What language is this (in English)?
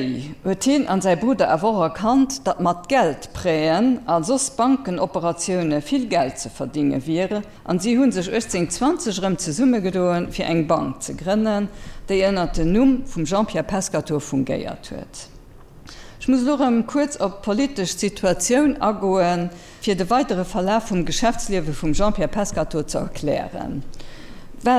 Luxembourgish